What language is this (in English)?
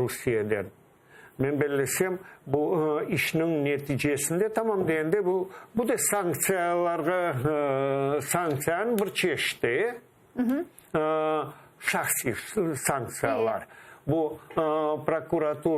Crimean Tatar